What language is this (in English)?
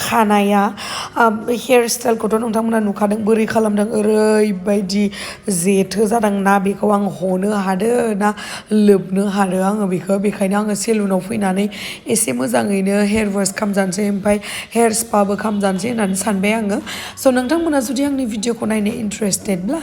Bodo